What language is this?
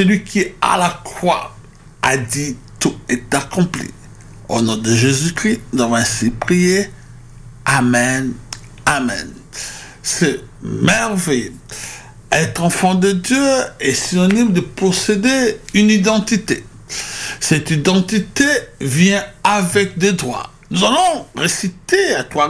French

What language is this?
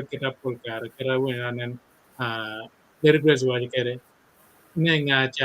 Acoli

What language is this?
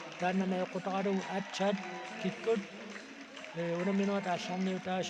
Kalaallisut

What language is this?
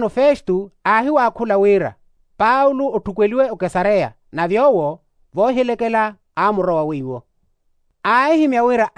Makhuwa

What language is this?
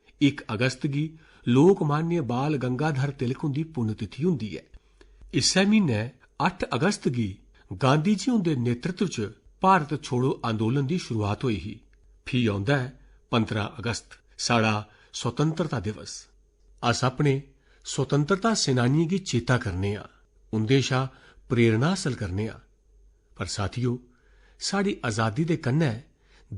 Dogri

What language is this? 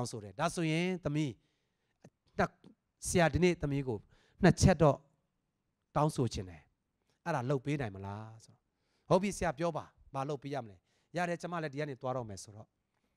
Burmese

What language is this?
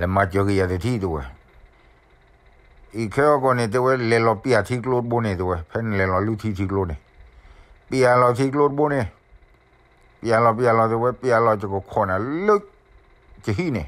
S'gaw Karen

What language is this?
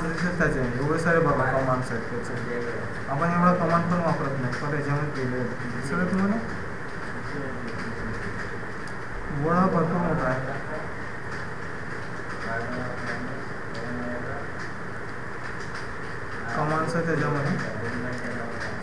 Marathi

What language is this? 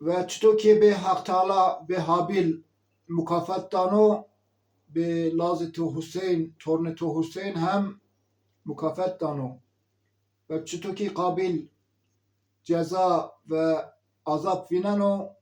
Zaza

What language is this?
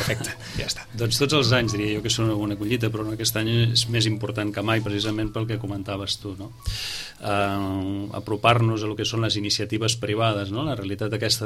Catalan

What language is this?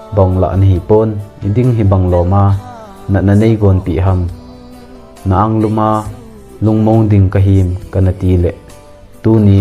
Thado Chin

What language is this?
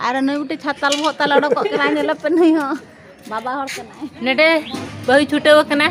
Santali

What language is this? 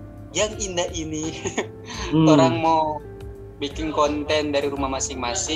Manado Malay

